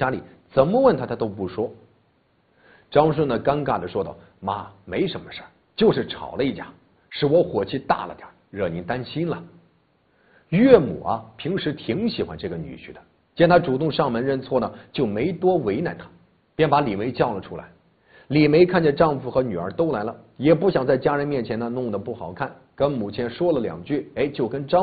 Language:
Chinese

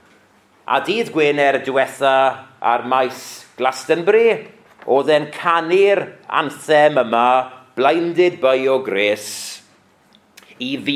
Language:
Welsh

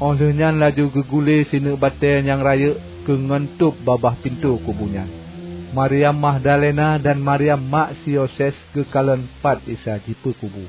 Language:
Achinese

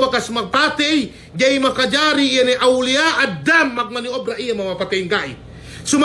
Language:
Yakan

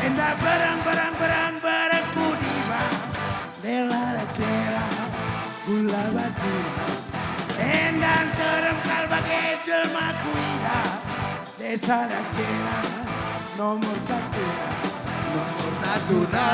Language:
Batak Karo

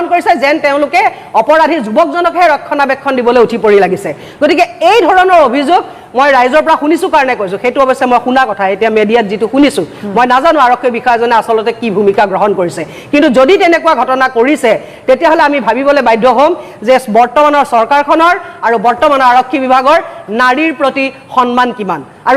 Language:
Assamese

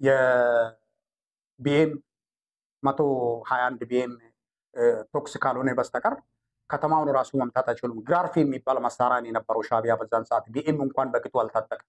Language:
Amharic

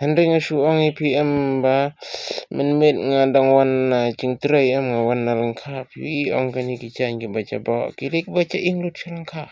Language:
Khasi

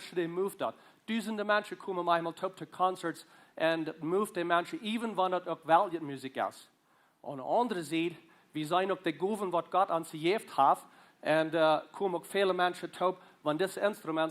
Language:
Plautdietsch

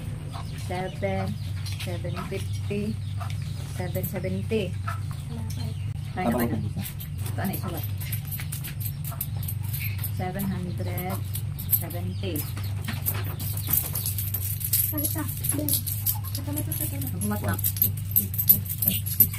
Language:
Filipino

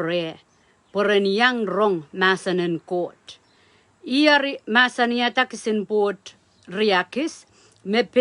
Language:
Pohnpeian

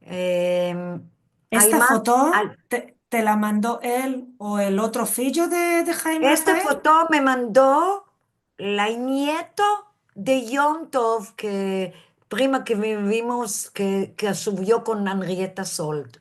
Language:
Ladino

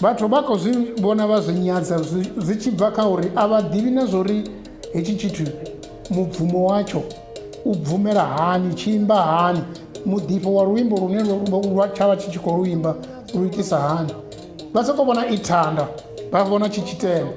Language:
Venda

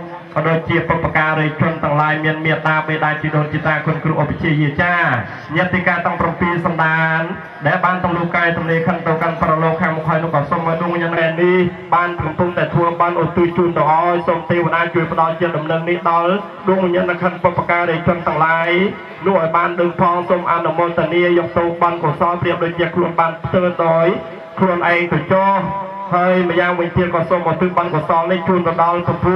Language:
Khmer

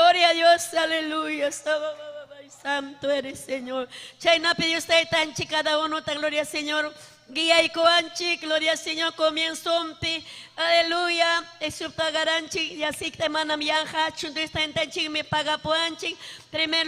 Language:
Ayacucho Quechua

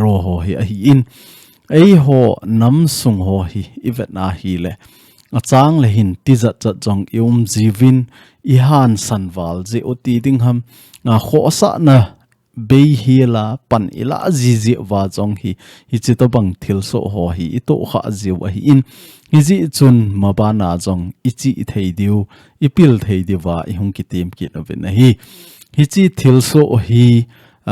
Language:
Thado Chin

